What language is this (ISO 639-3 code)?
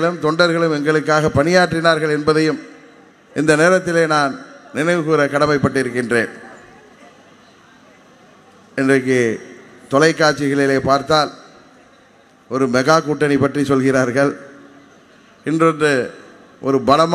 tam